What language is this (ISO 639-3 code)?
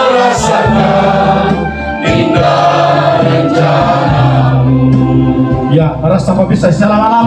sda